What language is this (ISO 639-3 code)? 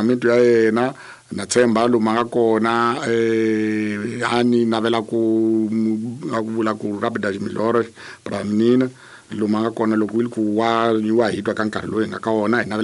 tso